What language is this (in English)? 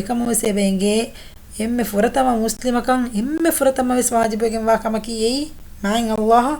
Divehi